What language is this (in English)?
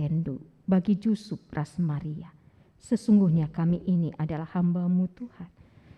Batak Karo